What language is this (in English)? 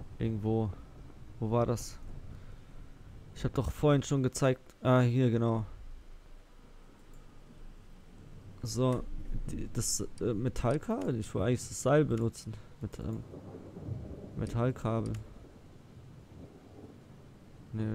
German